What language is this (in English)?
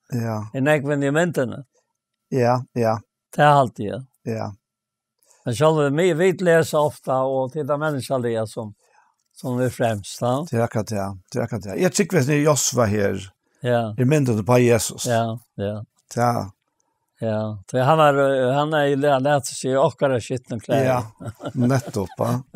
Faroese